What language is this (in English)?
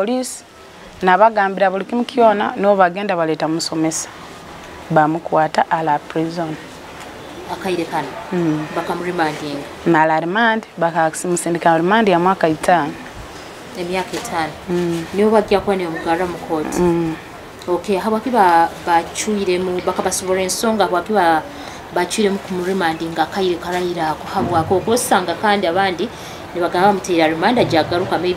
Nyoro